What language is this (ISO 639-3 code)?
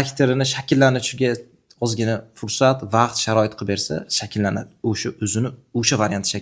uzb